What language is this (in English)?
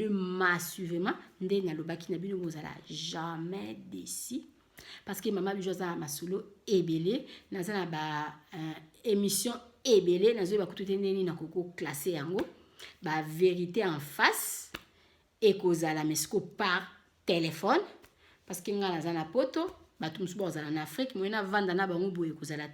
Lingala